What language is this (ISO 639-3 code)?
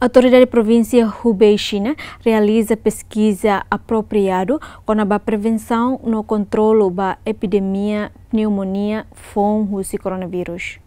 tet